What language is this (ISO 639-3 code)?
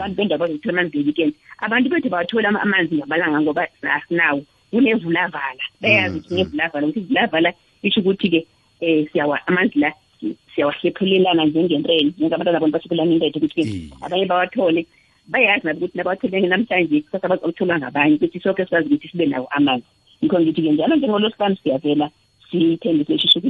nbl